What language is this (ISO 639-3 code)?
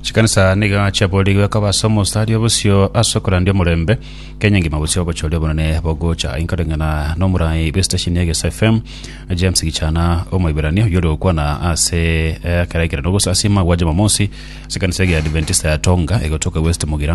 guz